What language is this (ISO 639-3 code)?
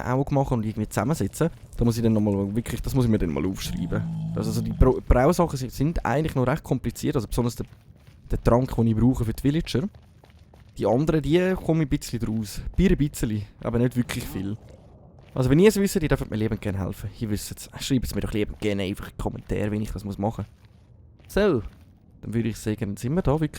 gsw